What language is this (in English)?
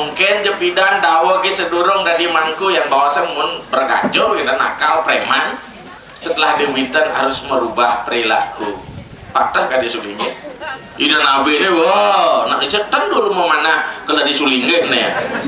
Balinese